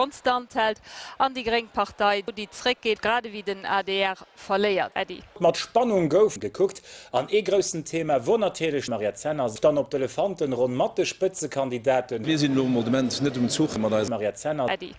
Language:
Luxembourgish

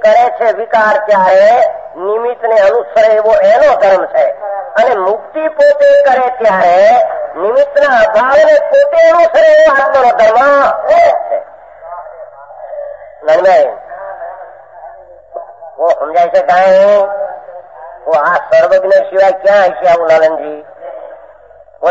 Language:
Gujarati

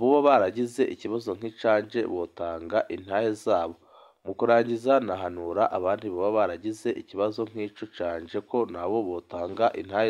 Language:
Rundi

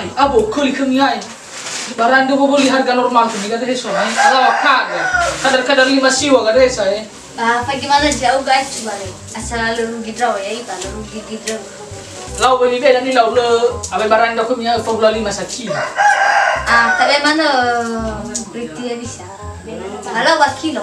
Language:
Nias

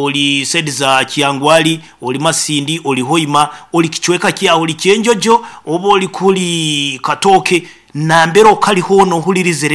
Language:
Nyankole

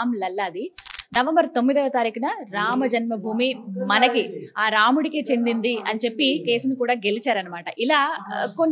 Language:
Telugu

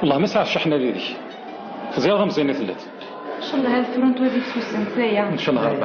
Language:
Kabyle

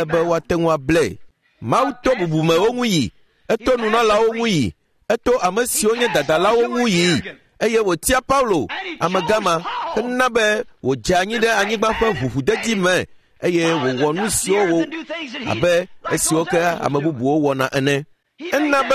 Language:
Ewe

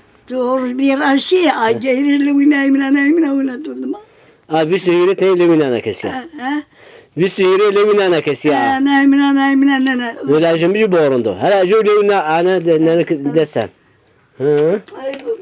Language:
Zaza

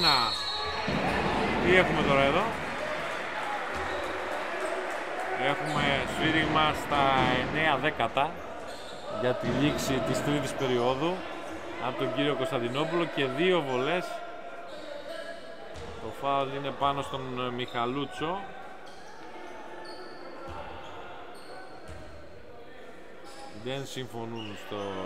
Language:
Greek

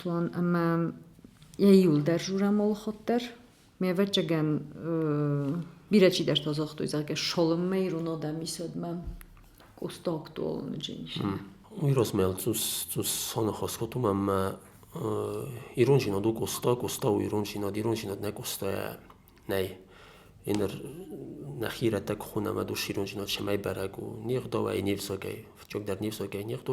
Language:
Ossetic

